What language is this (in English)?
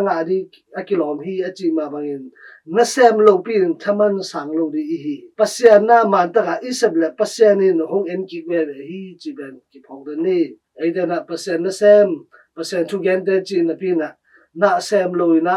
Tedim Chin